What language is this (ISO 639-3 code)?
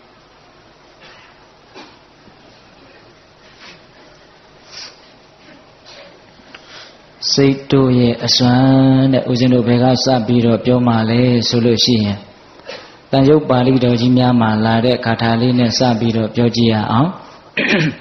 mya